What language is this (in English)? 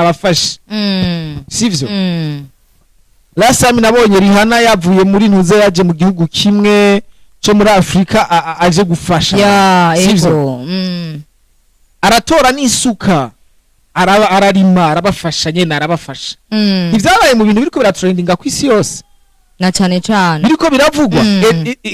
Rundi